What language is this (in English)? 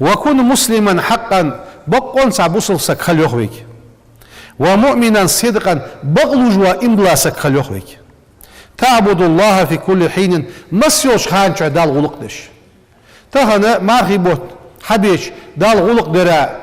Ingush